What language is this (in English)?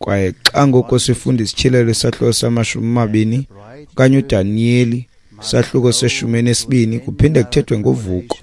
Xhosa